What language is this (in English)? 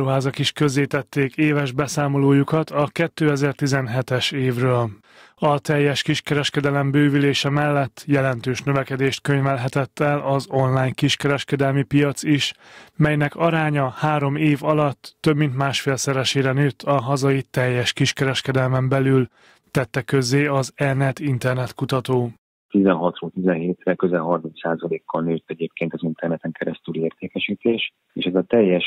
Hungarian